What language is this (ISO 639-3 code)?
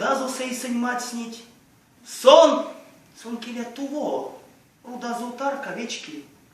myv